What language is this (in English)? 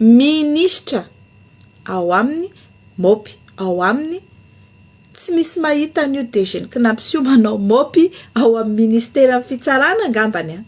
Malagasy